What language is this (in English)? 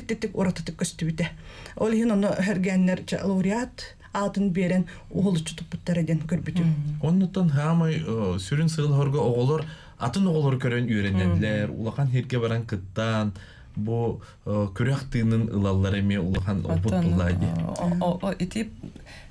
Yakut